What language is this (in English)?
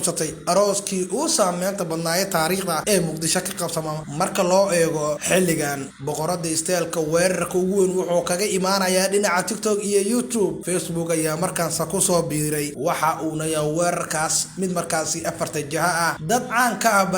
Somali